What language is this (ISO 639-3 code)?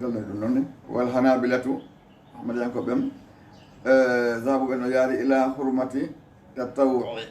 ful